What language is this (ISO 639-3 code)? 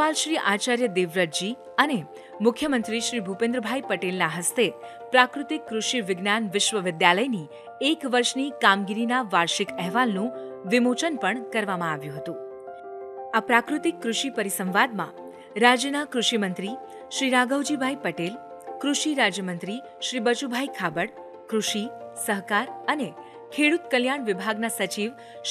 guj